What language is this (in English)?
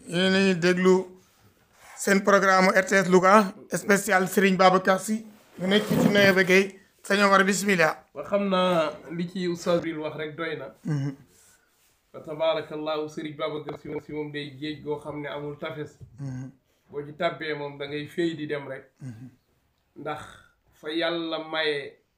Wolof